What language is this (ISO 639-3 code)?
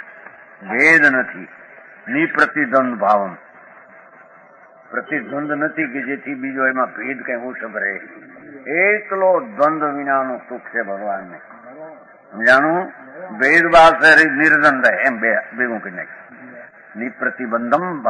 guj